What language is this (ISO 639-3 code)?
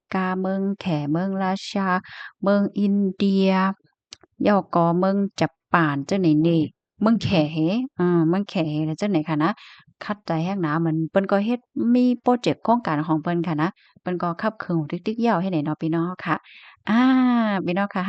shn